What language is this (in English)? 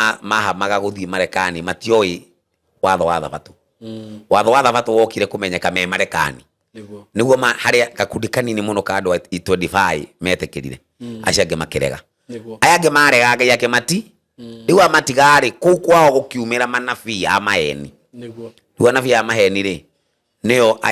Kikuyu